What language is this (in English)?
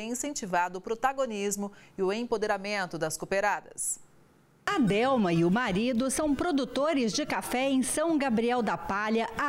Portuguese